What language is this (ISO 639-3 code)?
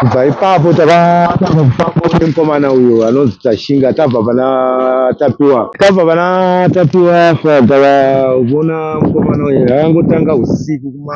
sna